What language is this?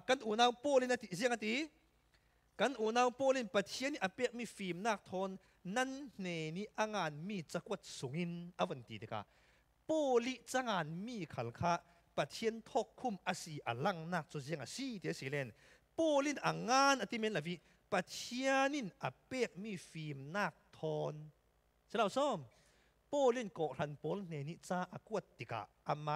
Falam Chin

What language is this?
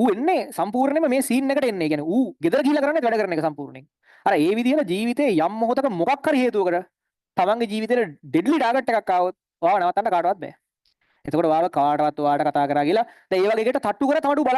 Sinhala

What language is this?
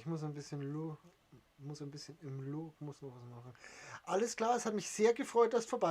Bavarian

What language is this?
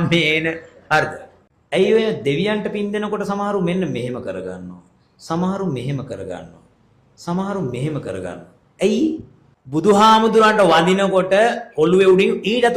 Sinhala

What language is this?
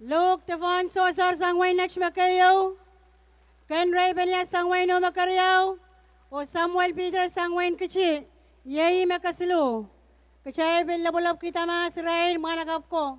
Pohnpeian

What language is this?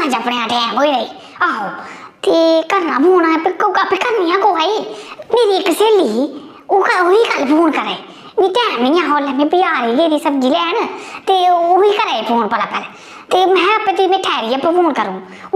Dogri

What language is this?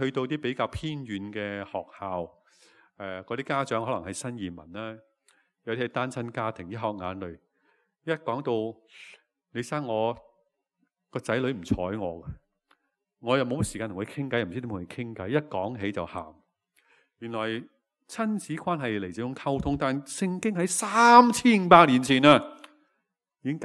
Cantonese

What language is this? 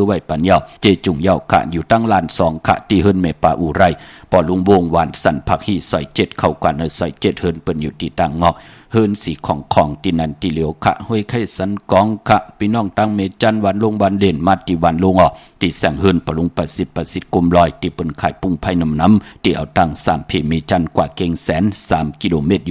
Shan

